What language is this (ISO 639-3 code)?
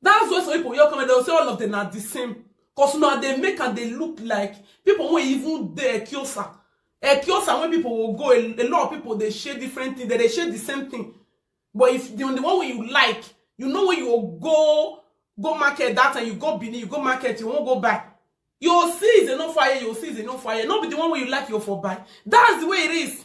pcm